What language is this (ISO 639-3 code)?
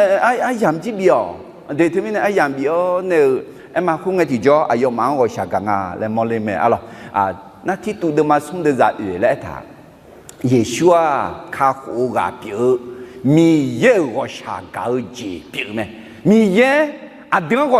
ahk